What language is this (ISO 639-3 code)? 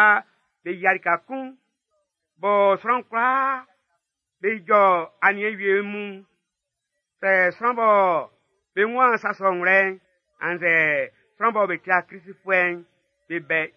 bci